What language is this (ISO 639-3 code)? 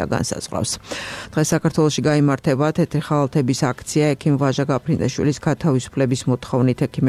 kat